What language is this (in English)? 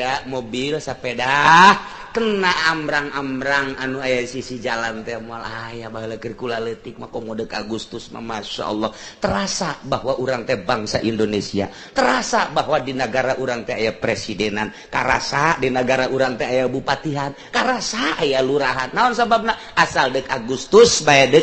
Sundanese